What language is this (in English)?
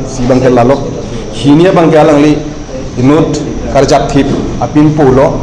Karbi